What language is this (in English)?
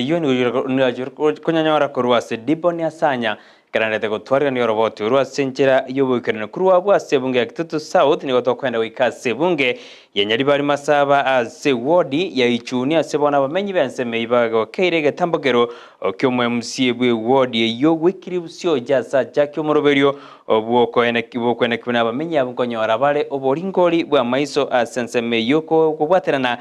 Gusii